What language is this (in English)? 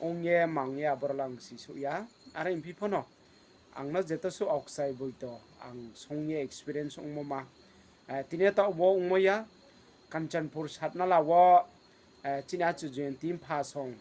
Riang (India)